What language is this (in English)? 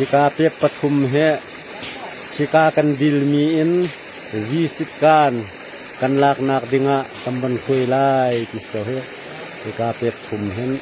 Hakha Chin